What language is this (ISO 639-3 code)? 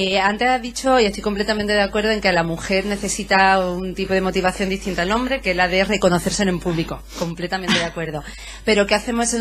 spa